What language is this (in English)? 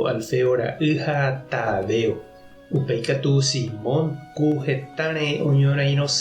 Guarani